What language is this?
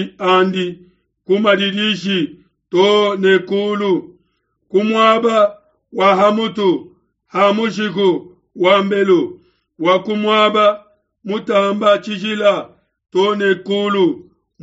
Luba-Lulua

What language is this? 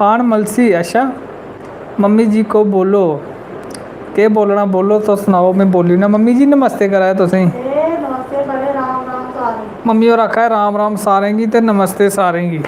Dogri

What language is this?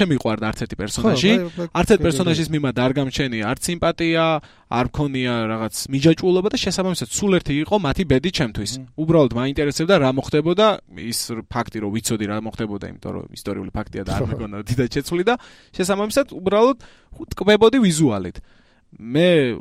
Georgian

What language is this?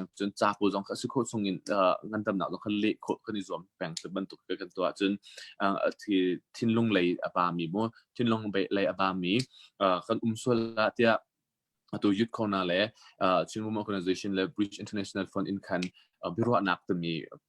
Hakha Chin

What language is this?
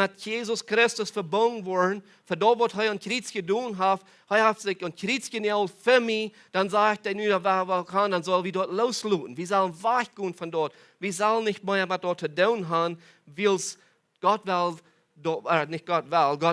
Plautdietsch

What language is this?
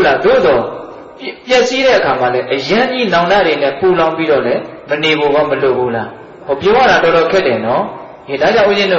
Burmese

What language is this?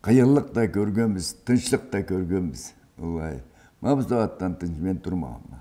Karachay-Balkar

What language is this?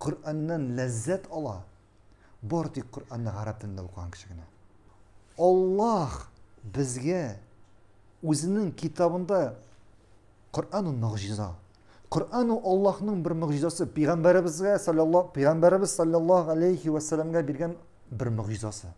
Tatar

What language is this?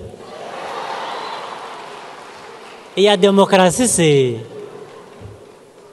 Kinyarwanda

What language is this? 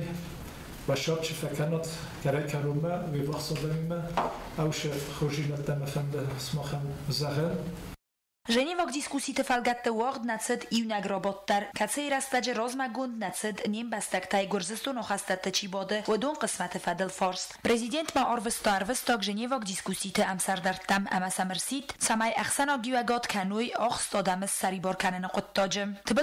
Ossetic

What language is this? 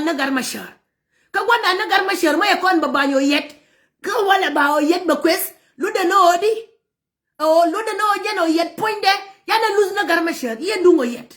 Nuer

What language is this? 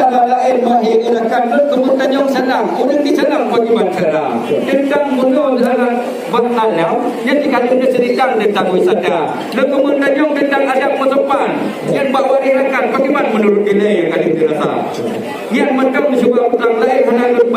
Achinese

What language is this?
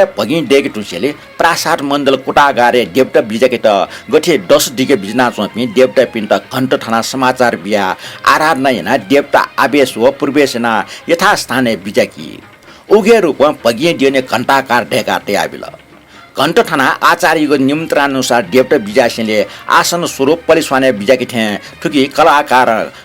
Newari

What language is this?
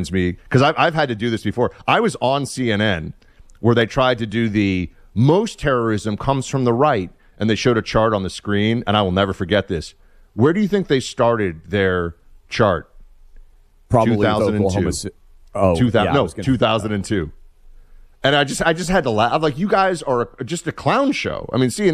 English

